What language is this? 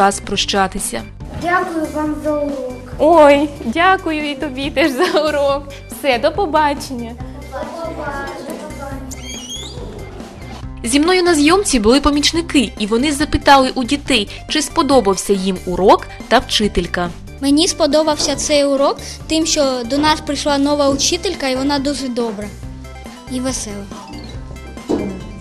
Ukrainian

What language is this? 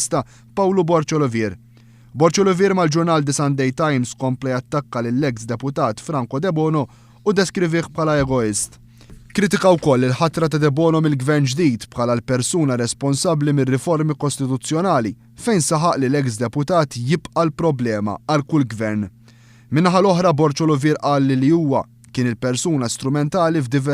Maltese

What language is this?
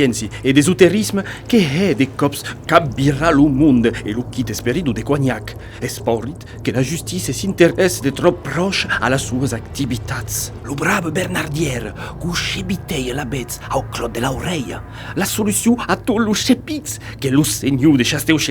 Occitan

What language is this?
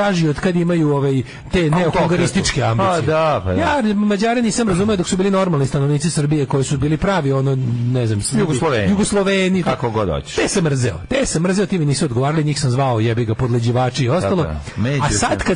Serbian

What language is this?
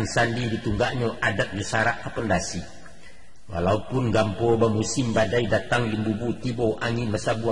Minangkabau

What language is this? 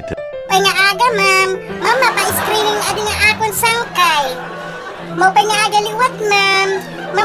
Waray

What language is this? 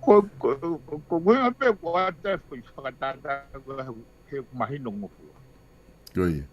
Tongan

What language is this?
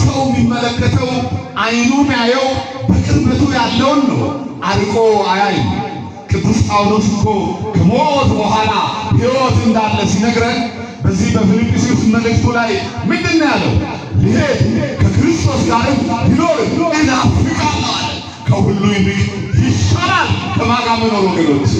Amharic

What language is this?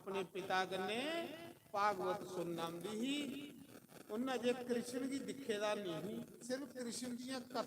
Dogri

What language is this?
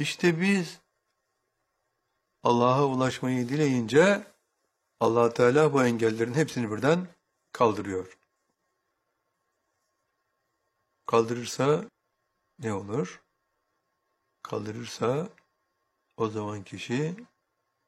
Turkish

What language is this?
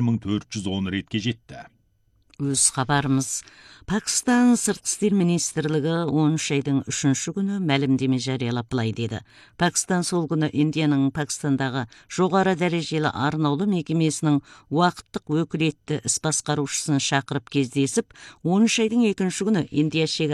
Kazakh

